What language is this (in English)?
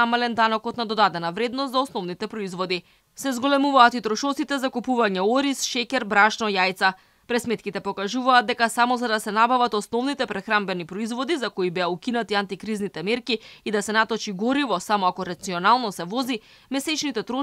Macedonian